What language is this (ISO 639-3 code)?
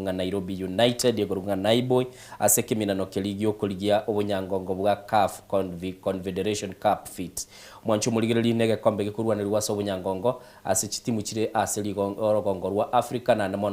guz